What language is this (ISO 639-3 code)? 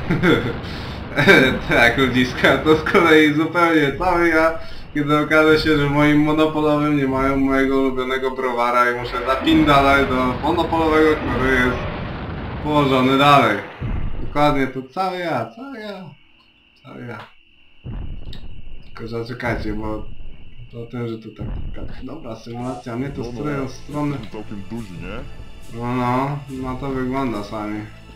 pol